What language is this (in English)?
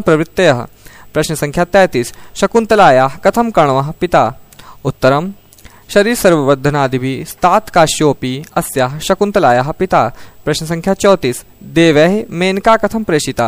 Sanskrit